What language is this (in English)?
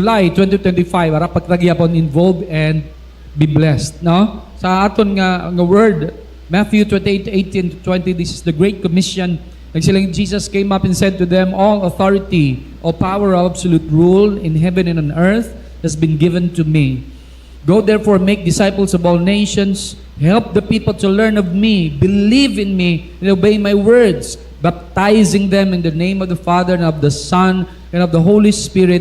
Hiligaynon